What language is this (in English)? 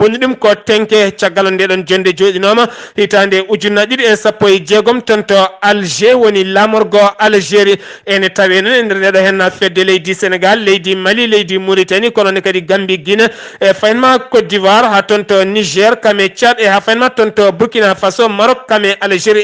Fula